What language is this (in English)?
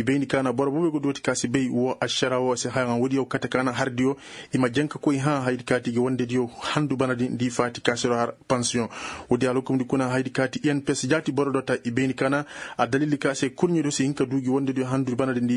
Koyraboro Senni